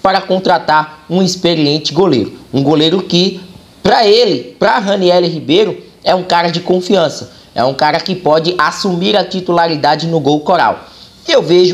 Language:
Portuguese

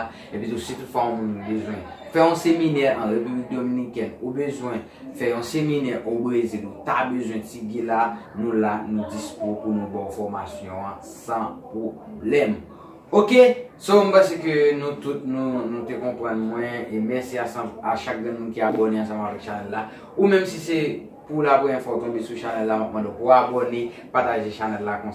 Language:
Haitian Creole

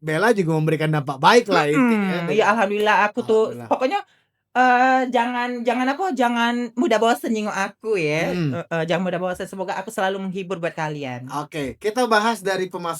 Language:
Musi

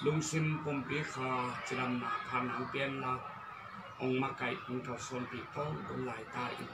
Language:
Tedim Chin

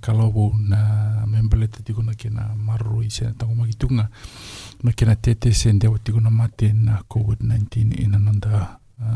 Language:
Fijian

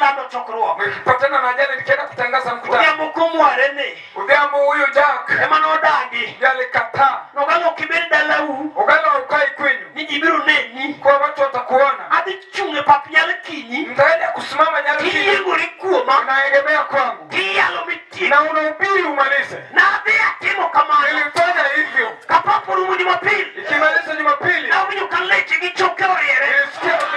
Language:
Luo (Kenya and Tanzania)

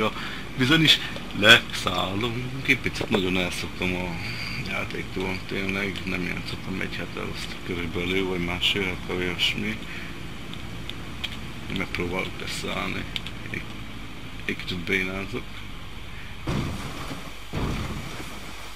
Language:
Hungarian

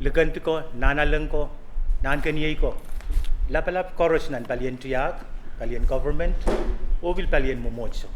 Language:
Pohnpeian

